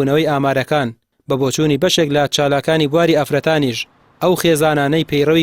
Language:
Central Kurdish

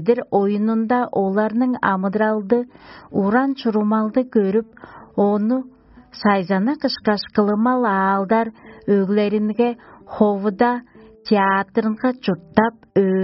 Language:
Tuvinian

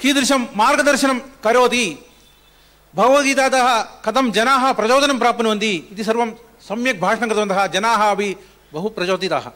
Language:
Sanskrit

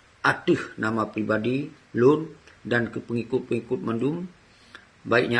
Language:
Achinese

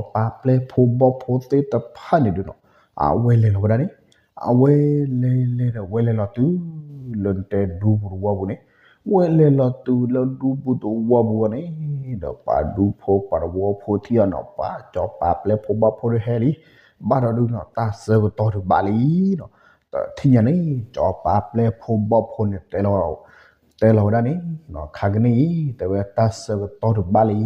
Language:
S'gaw Karen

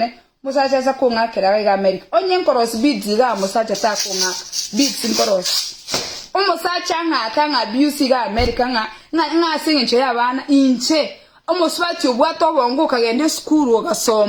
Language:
Gusii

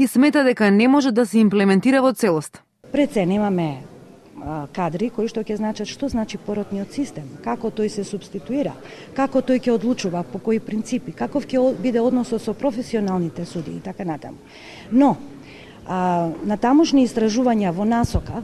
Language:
Macedonian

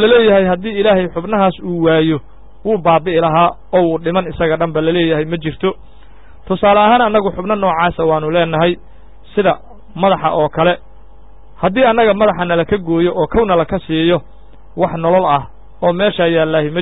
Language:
Somali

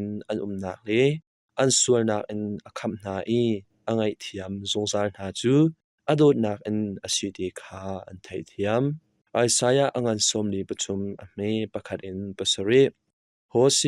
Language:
Hakha Chin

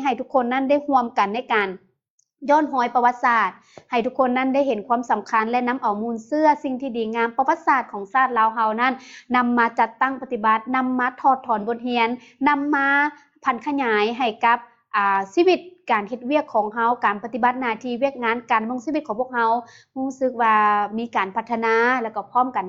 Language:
Lao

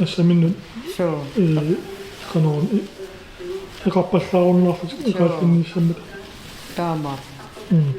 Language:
Kalaallisut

